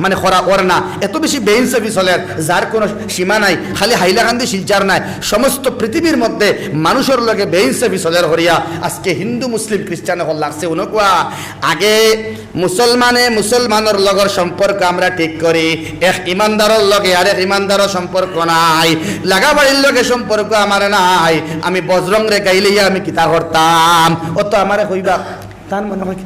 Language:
Sylheti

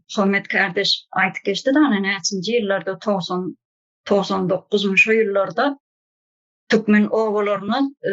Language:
Turkmen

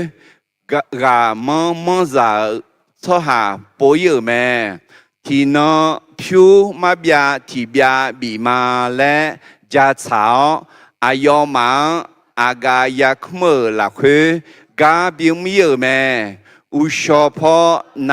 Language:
Akha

